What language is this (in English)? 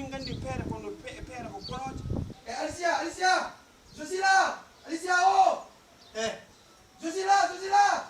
Fula